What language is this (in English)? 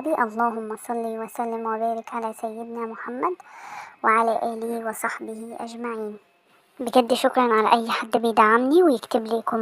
Egyptian Arabic